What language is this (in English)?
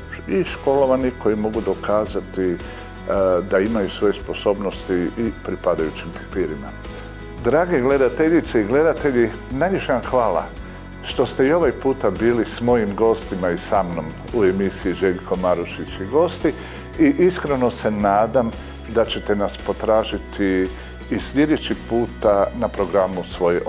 Croatian